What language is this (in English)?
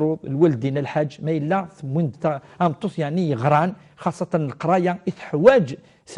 Kabyle